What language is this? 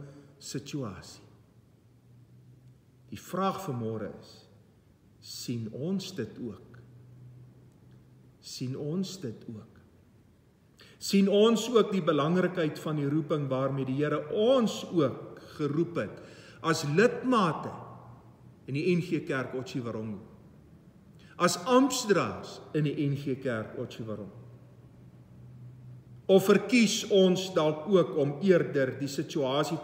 Afrikaans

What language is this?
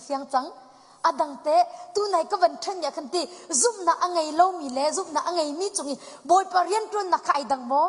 Hakha Chin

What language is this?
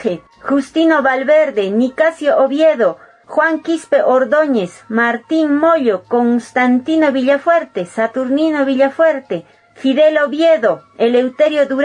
Quechua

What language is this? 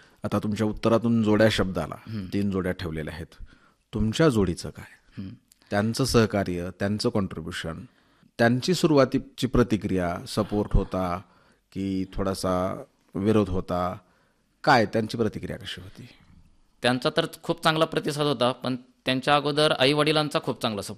Marathi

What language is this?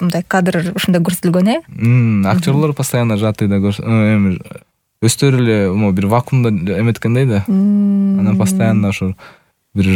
Kyrgyz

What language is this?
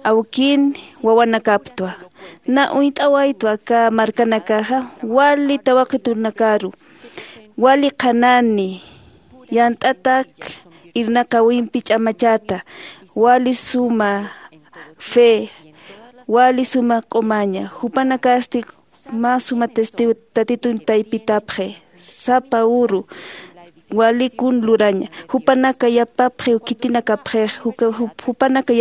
Aymara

